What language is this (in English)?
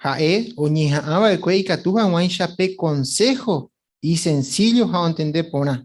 Guarani